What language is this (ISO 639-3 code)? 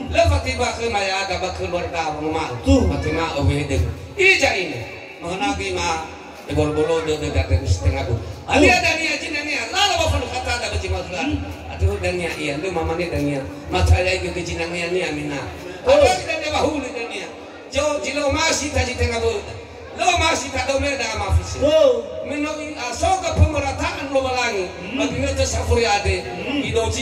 nia